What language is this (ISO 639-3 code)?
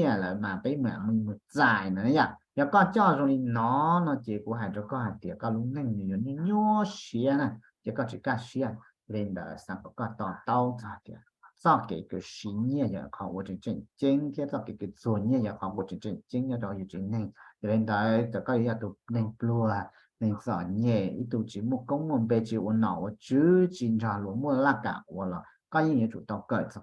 hmn